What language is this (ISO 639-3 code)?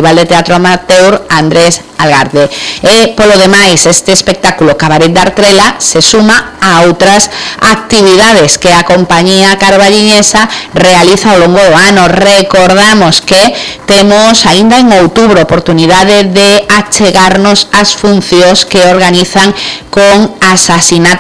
glg